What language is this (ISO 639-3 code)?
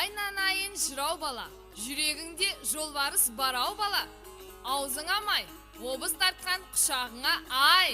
kaa